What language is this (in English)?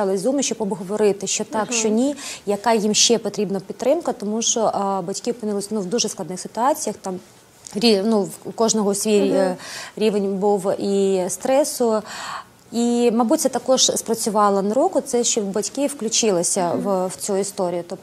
Ukrainian